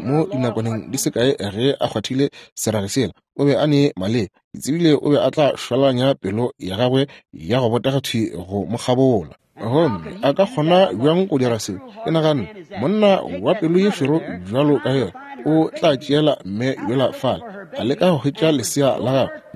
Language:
Northern Sotho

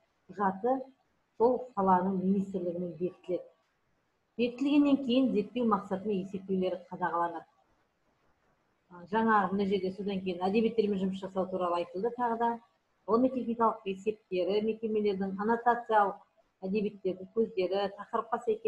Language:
Kazakh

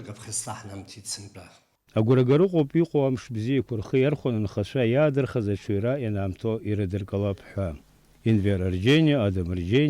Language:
Abkhazian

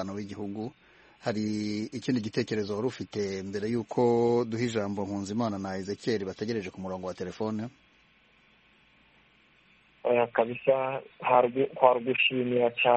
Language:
Kinyarwanda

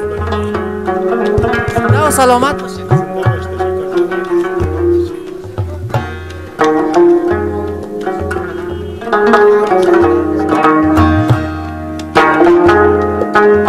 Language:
Persian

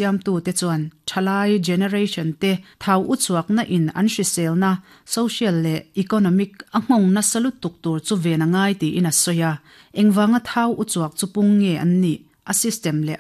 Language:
Mizo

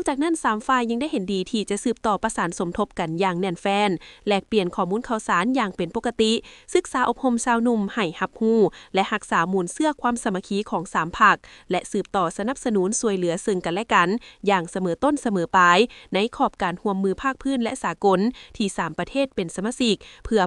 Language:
Lao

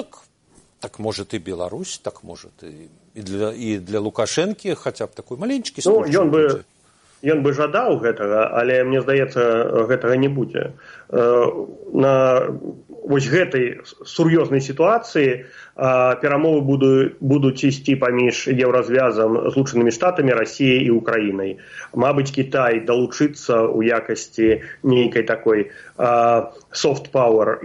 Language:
Belarusian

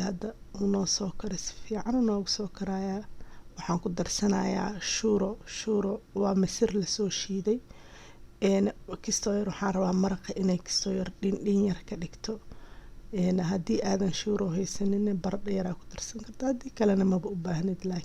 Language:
Somali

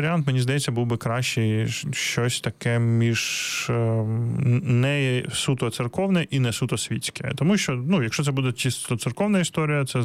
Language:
Ukrainian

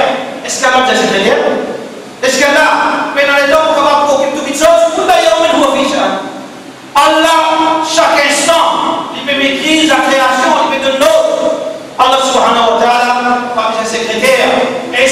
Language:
Morisyen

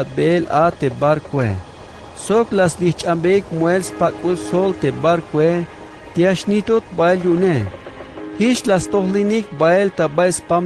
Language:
Tzeltal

